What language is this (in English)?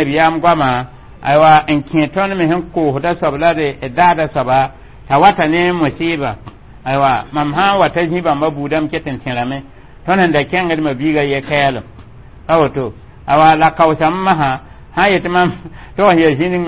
Mossi